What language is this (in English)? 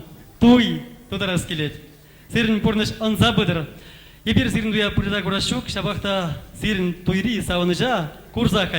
Chuvash